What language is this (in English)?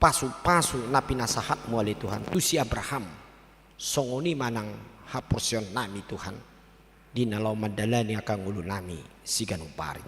Batak Toba